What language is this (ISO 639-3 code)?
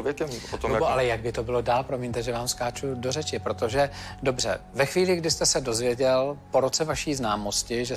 ces